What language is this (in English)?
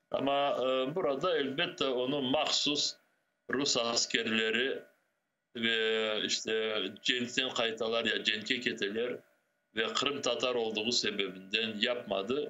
Crimean Tatar